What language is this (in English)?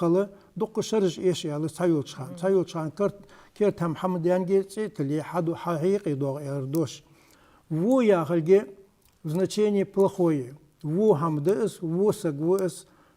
Ingush